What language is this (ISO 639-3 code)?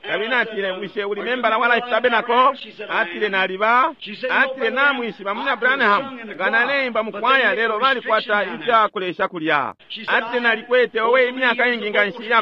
bem